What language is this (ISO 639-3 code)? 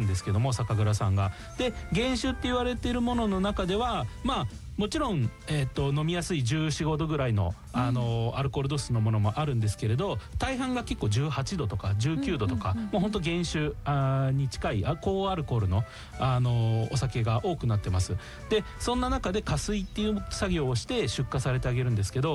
jpn